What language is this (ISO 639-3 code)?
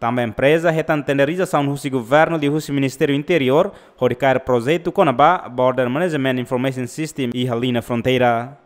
tet